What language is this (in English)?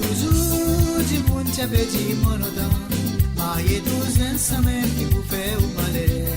Morisyen